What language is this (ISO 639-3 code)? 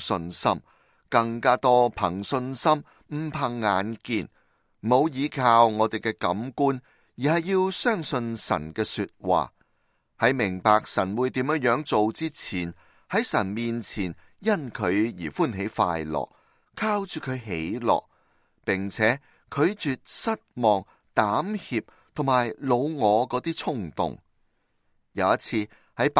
yue